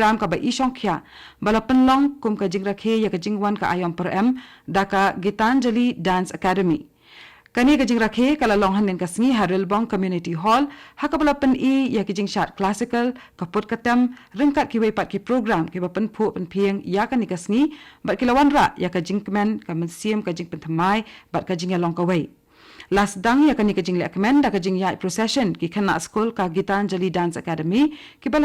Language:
Khasi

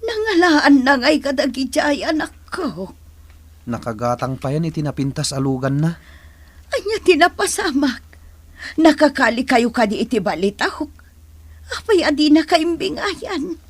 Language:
Iloko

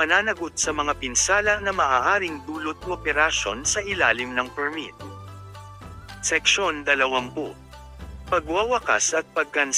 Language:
Filipino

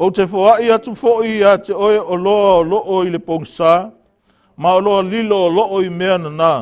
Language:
Samoan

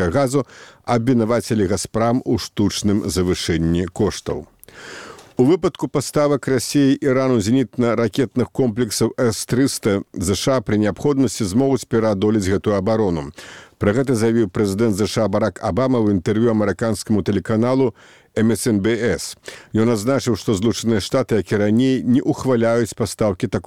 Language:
Belarusian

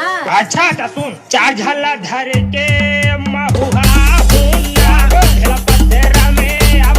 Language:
Chhattisgarhi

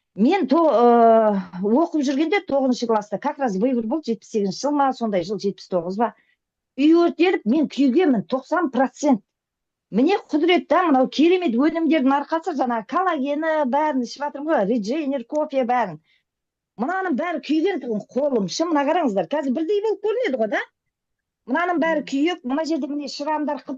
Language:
Kazakh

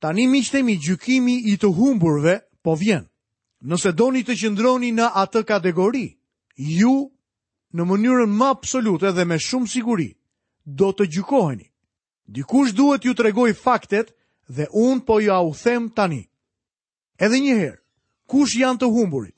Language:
Albanian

